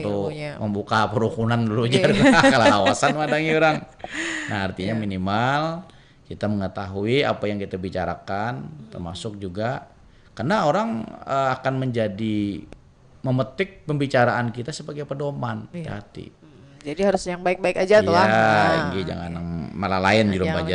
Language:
Banjar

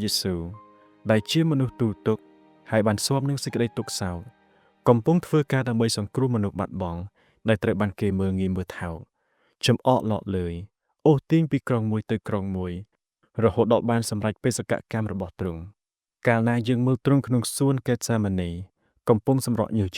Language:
Khmer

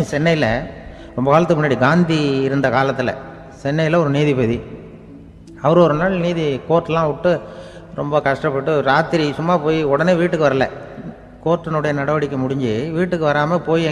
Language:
Tamil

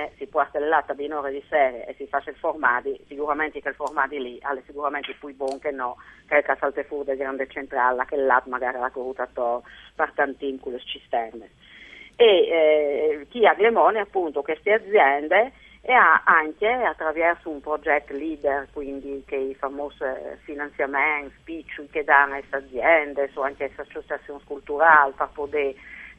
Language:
Friulian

